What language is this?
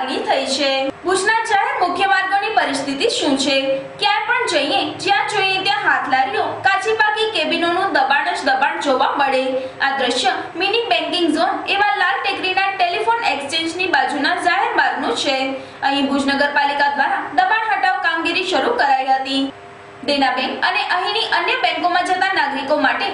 Gujarati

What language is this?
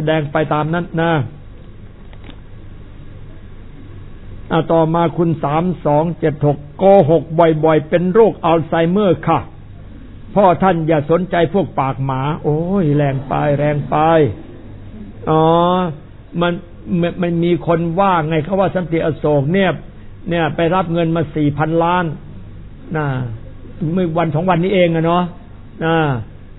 Thai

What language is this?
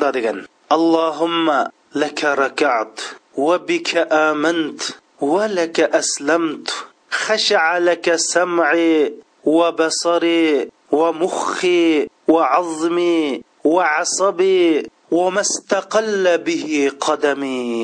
Uyghur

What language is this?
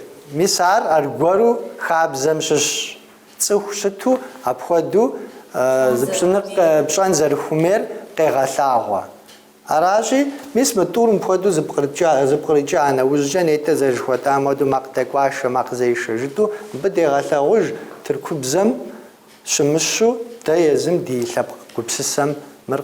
Kabardian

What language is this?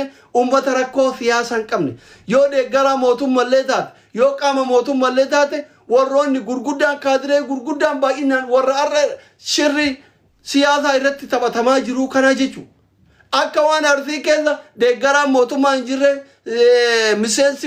Oromo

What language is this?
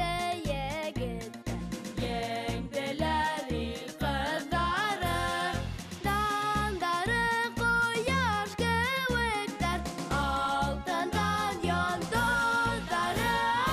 Bashkir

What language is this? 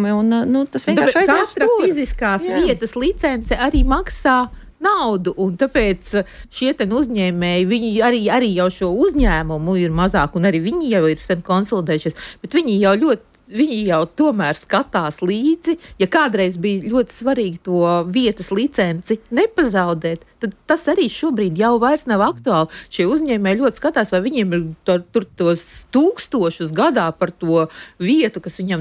Latvian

